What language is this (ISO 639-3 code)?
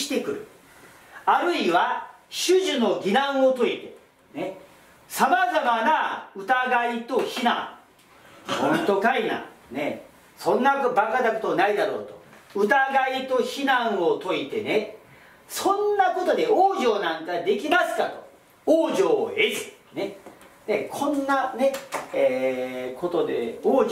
jpn